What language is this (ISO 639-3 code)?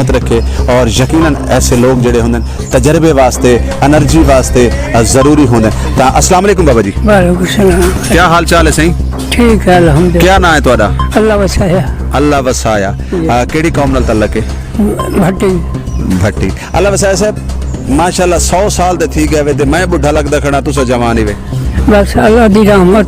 skr